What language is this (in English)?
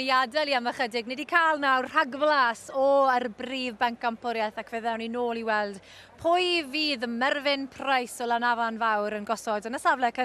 Welsh